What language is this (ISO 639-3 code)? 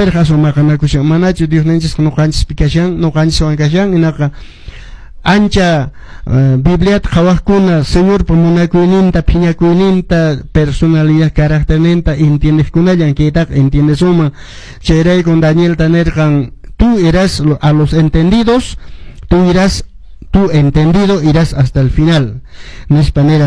que